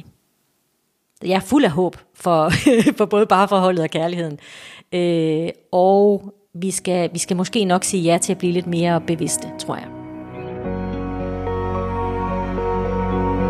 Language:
Danish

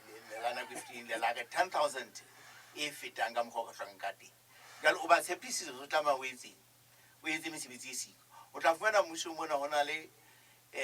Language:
Southern Sotho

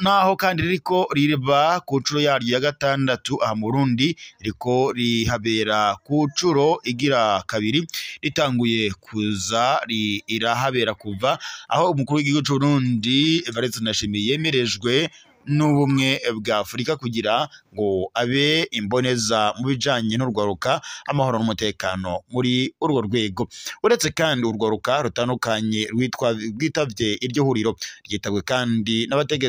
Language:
Rundi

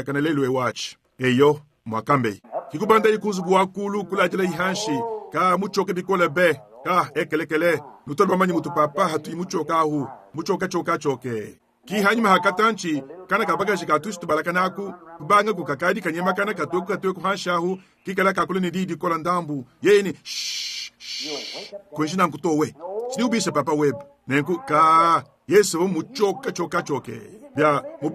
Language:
Luba-Lulua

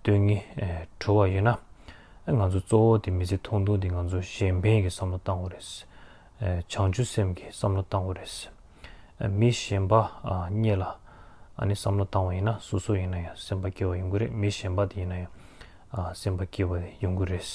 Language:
Tibetan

